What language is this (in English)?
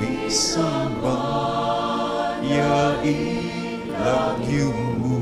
Pampanga